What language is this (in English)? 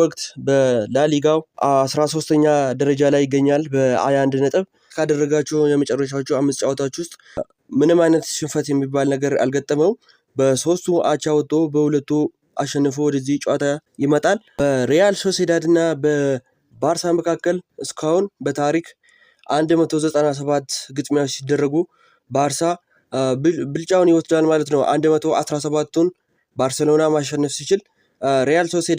Amharic